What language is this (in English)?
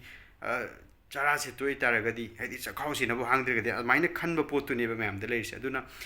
Manipuri